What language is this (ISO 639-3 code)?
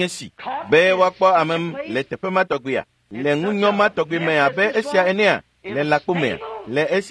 ewe